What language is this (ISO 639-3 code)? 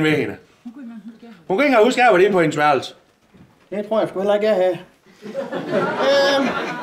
dan